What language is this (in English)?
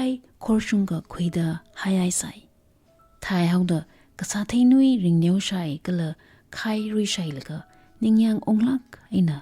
Tangkhul Naga (India)